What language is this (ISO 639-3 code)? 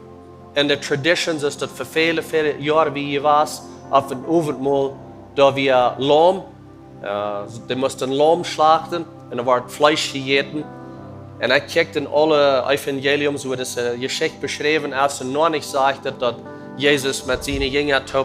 pdt